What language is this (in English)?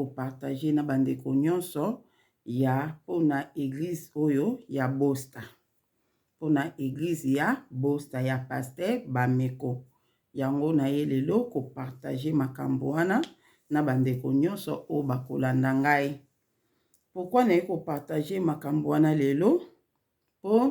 Lingala